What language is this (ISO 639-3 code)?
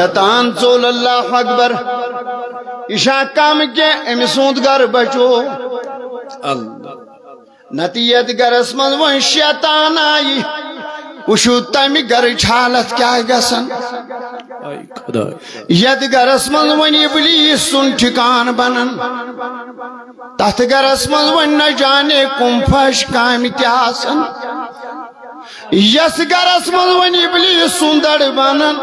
kas